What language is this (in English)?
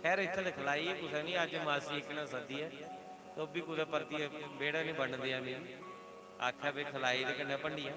Dogri